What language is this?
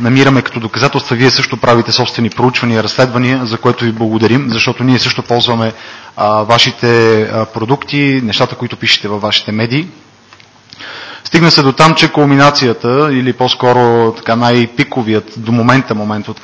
Bulgarian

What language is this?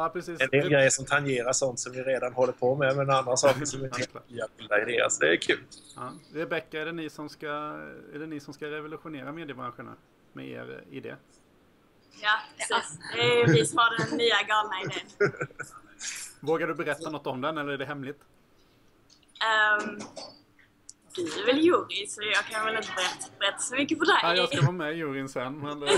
Swedish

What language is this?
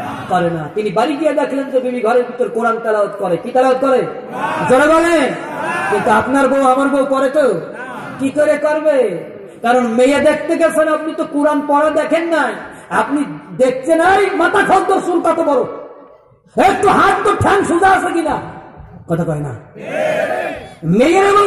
Bangla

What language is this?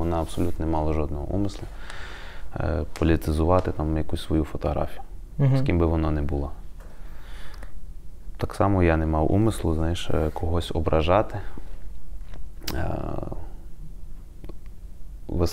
Ukrainian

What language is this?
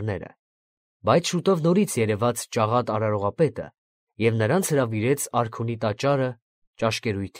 Armenian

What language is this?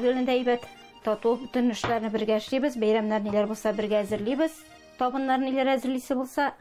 Tatar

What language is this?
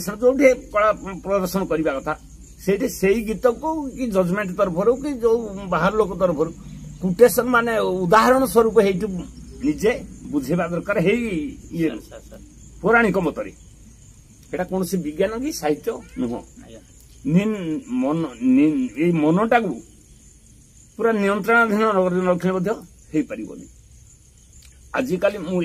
Odia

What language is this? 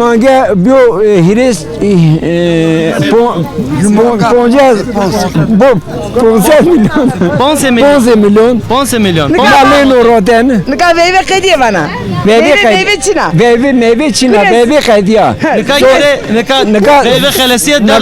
Zaza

